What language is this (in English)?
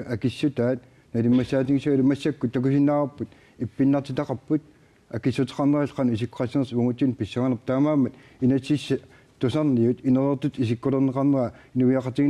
Kalaallisut